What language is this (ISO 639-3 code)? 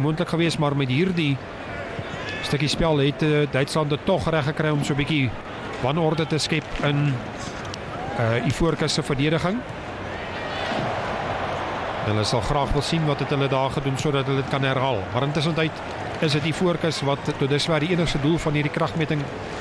afr